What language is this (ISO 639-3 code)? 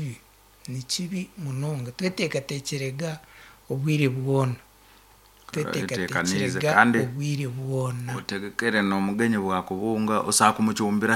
nyn